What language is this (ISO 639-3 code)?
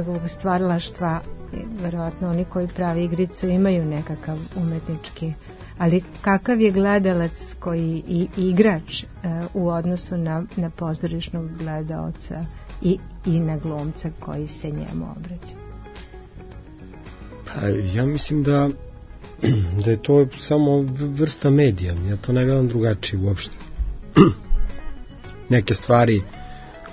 srp